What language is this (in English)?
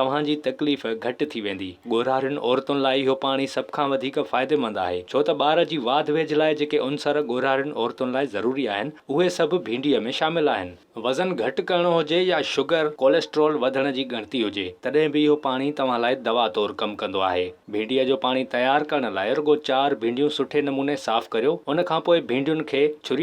Sindhi